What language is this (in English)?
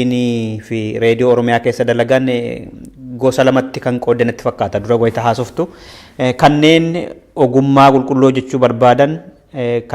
Oromo